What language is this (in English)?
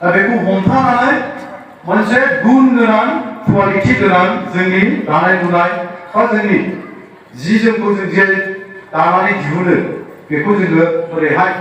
Bodo